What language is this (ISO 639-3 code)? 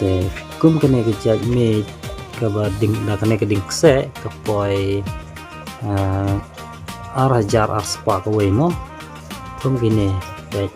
kha